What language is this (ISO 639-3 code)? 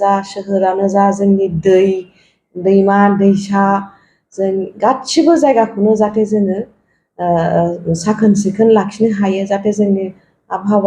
brx